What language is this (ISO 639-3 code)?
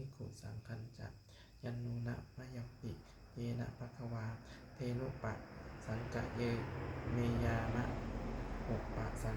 pli